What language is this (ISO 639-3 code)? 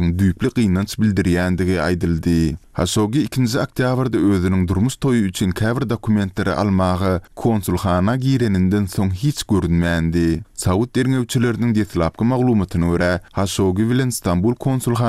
tuk